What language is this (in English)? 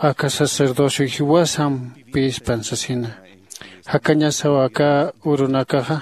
Aymara